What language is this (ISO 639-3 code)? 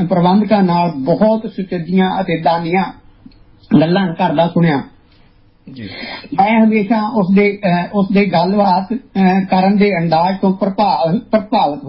pan